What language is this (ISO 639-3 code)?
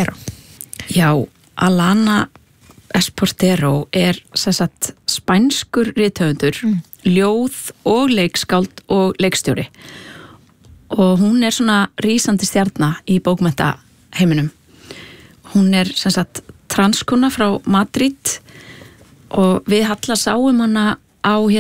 isl